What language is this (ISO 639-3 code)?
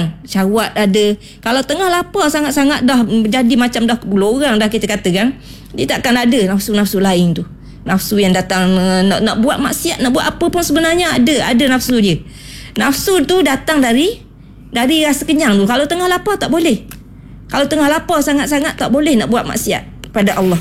msa